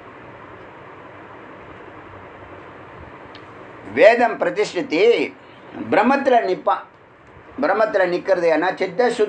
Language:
Tamil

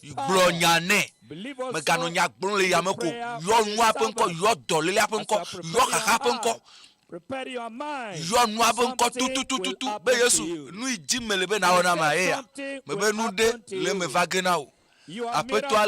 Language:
Ewe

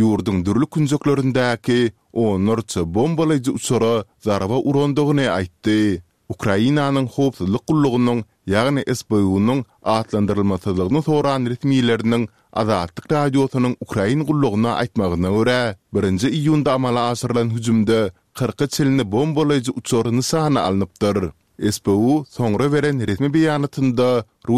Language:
Kyrgyz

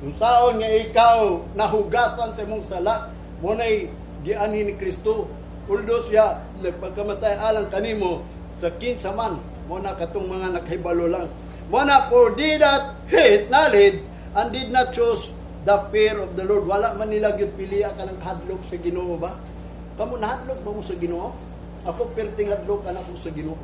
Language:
Cebuano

